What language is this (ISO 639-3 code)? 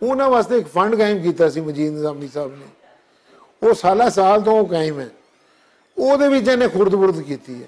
lah